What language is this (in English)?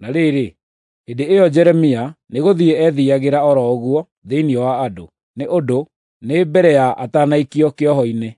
Kikuyu